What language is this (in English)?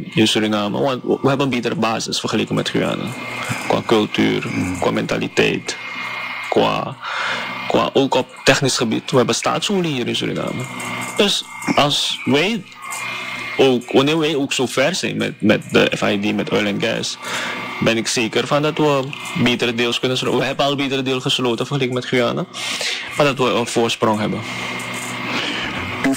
Dutch